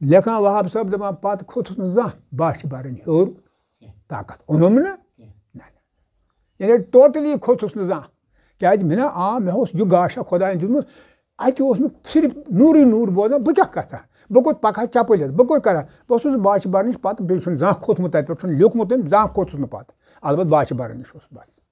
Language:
Kashmiri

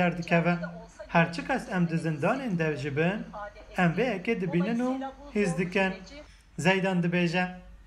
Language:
Kurdish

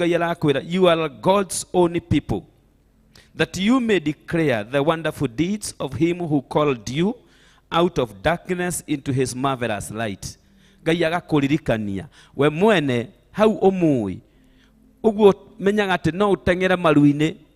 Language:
Kikuyu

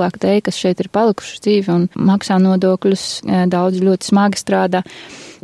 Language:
Latvian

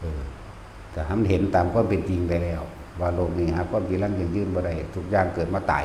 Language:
Northeastern Thai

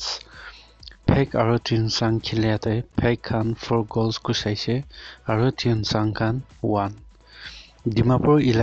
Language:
Naga Pidgin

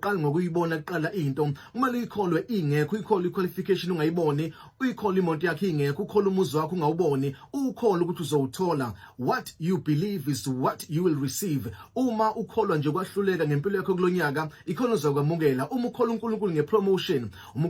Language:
Zulu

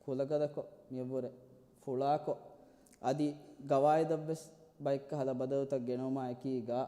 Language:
Divehi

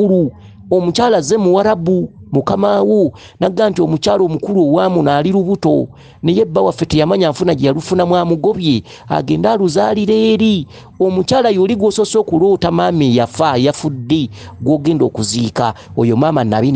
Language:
Ganda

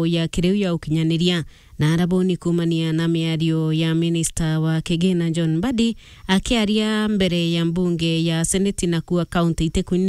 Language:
Meru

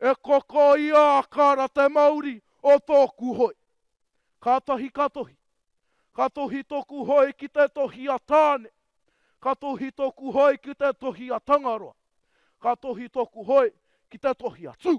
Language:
Māori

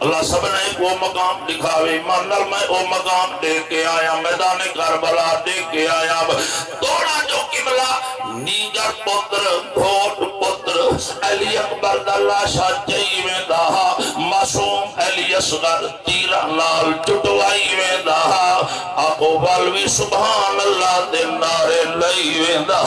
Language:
Saraiki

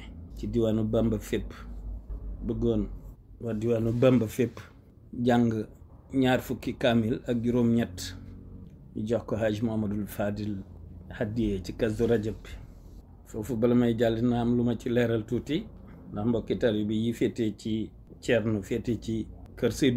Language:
Wolof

